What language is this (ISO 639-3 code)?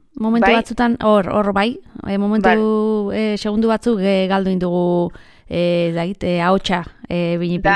eus